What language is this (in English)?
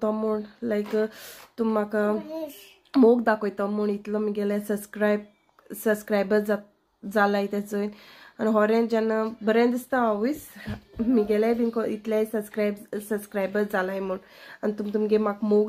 Konkani